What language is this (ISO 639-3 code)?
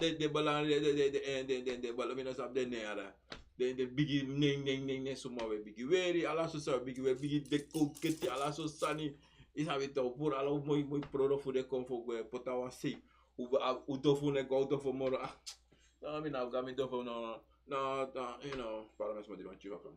srn